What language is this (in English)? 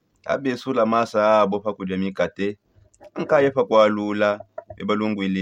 Songe